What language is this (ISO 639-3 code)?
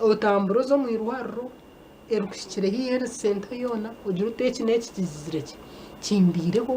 nyn